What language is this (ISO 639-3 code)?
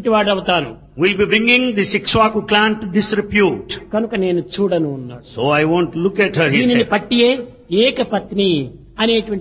tel